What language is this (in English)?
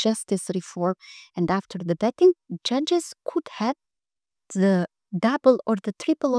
English